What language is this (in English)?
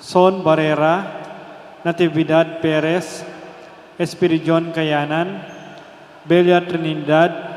Pampanga